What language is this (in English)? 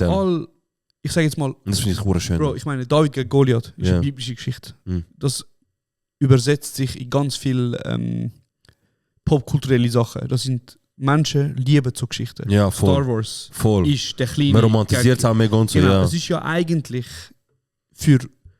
Swiss German